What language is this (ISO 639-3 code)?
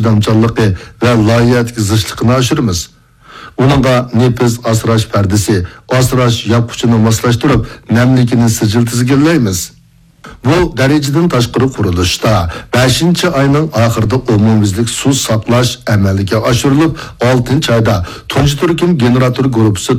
uig